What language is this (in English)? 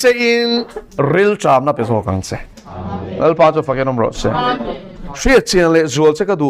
Mizo